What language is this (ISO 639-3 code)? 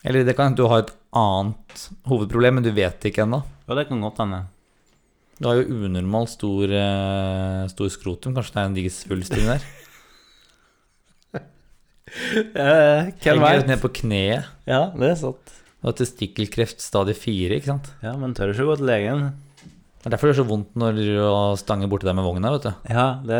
nor